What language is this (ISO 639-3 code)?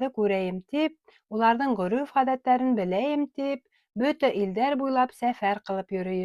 bak